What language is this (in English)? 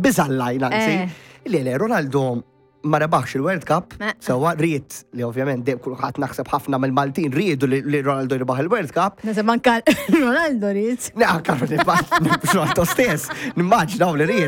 Maltese